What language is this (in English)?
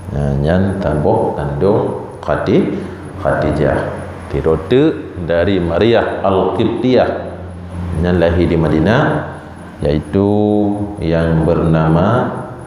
Achinese